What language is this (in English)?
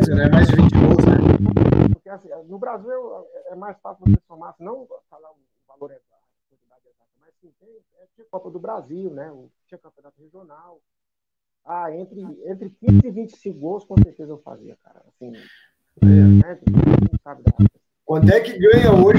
Portuguese